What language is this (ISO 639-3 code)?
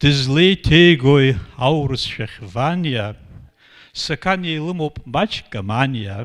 abk